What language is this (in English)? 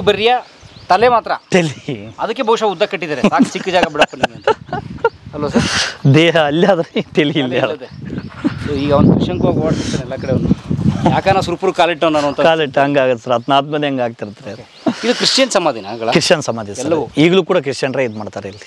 Kannada